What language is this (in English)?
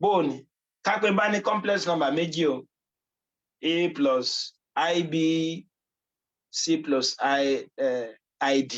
Yoruba